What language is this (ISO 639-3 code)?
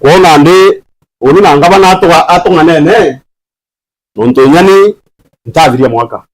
mer